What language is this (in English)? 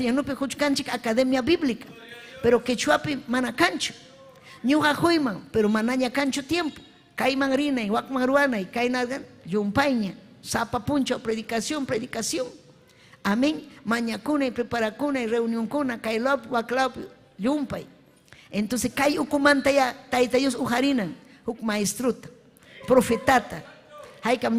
Ayacucho Quechua